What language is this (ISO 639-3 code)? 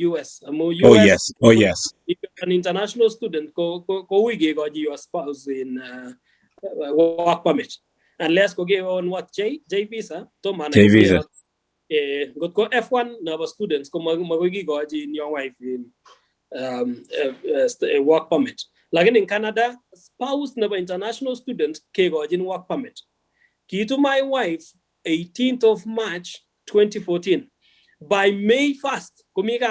kln